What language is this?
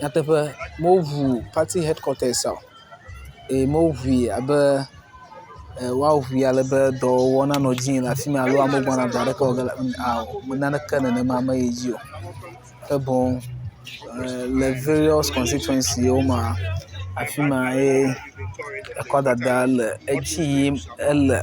Ewe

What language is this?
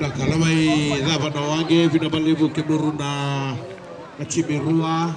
Fijian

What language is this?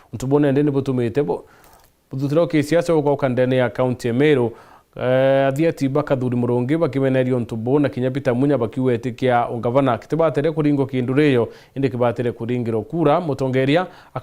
Meru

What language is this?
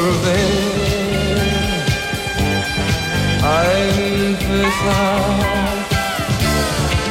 Spanish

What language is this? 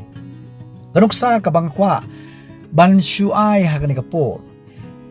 Khasi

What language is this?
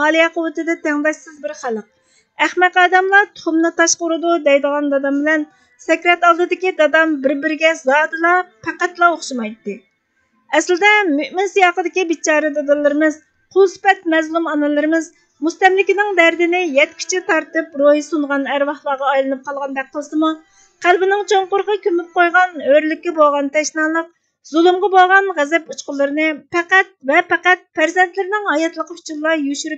Uyghur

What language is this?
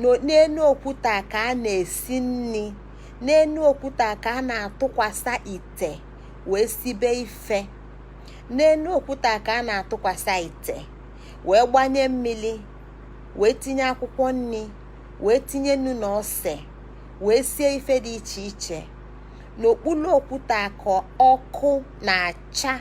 Igbo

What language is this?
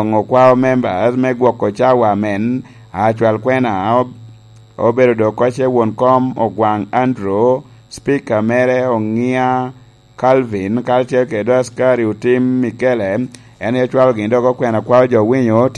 Lango (Uganda)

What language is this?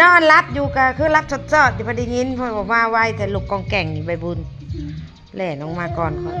Northeastern Thai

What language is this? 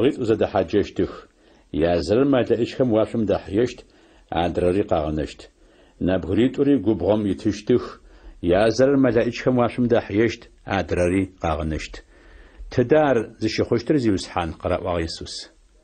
Adyghe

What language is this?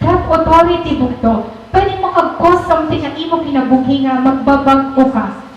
Waray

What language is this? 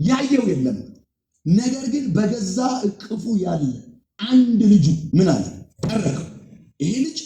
Amharic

